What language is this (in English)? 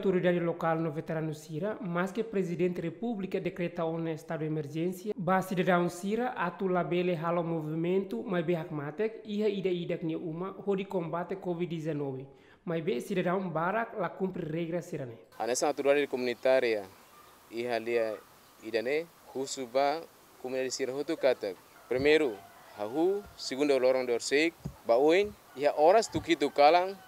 Tetum